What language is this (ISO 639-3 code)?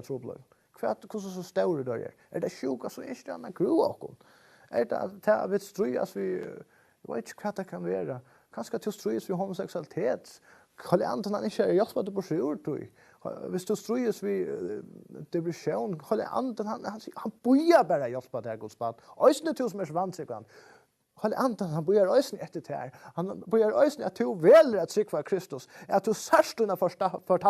fao